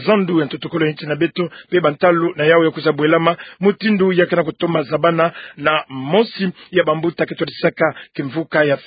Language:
Kituba (Democratic Republic of Congo)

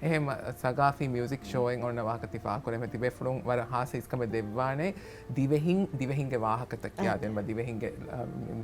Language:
Divehi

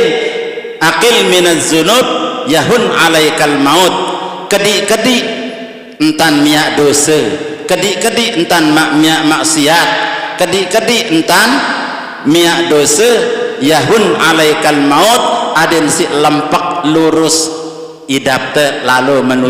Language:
Sasak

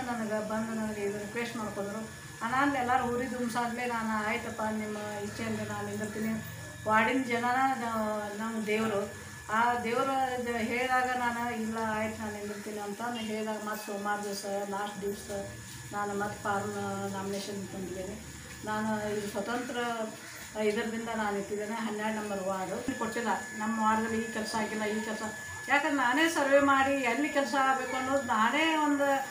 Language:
Kannada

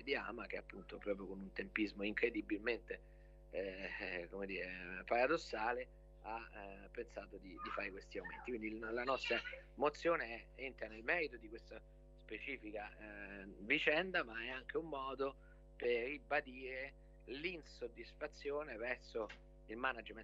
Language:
Italian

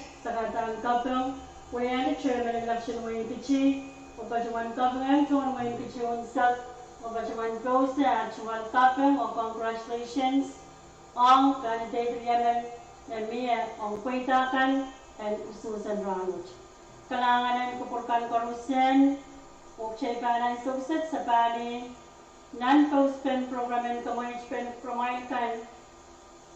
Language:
Pohnpeian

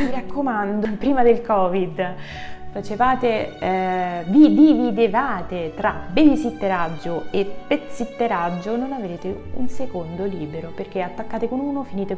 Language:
Italian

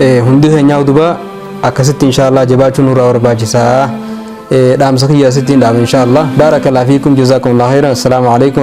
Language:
Oromo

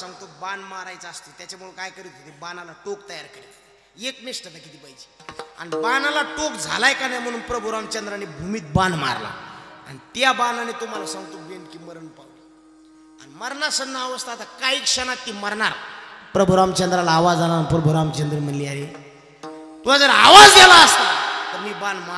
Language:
Marathi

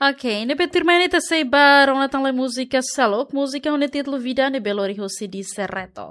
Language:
Tetum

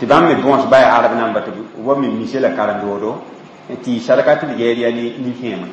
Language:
Mossi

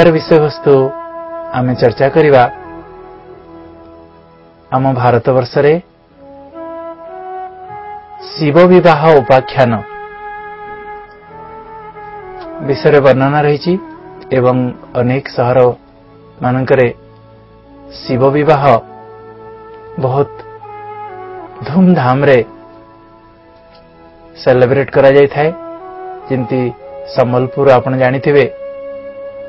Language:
Odia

